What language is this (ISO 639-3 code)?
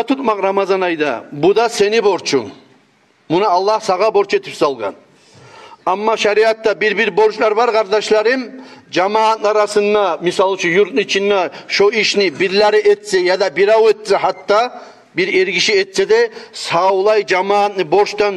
kum